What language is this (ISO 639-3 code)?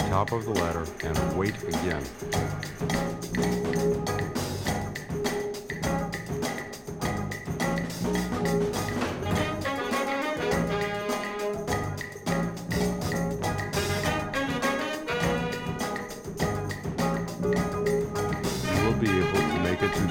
eng